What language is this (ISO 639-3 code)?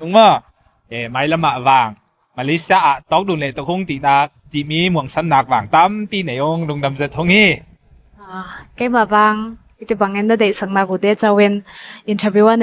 cnw